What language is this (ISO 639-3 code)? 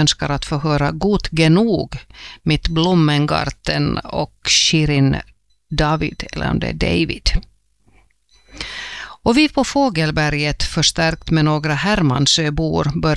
swe